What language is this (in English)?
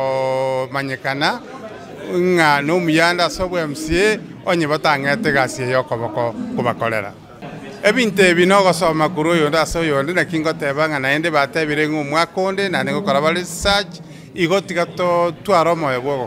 Gusii